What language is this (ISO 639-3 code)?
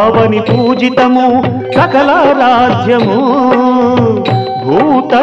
tel